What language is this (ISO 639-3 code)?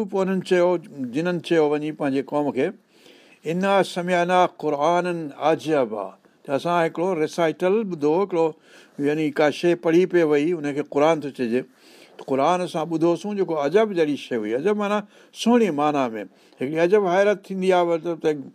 snd